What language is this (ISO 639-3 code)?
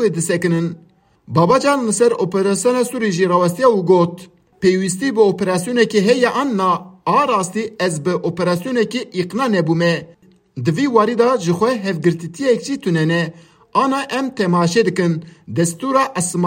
kur